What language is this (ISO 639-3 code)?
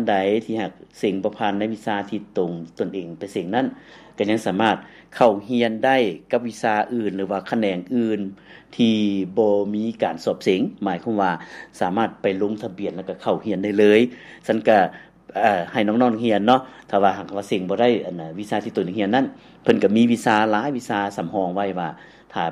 lao